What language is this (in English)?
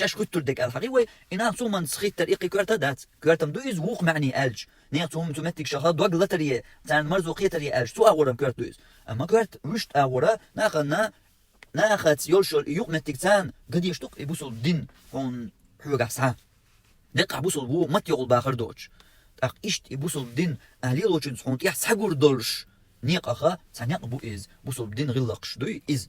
Chechen